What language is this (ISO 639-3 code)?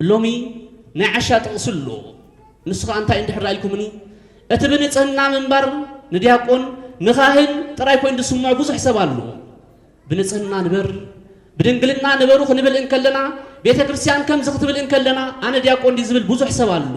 tir